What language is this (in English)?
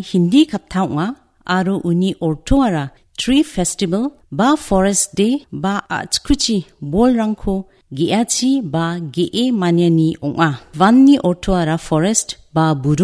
Garo